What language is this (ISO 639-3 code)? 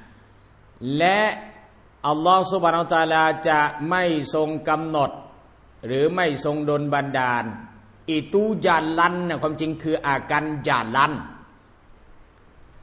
tha